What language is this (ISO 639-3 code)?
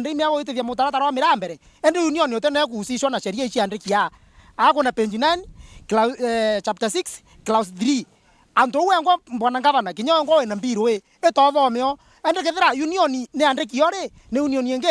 mer